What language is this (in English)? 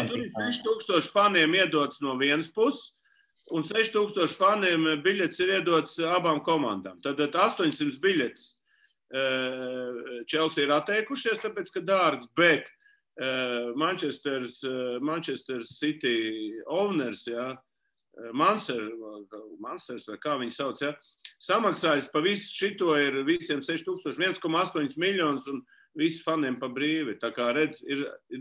Latvian